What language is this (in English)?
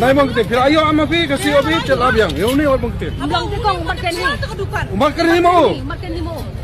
Khasi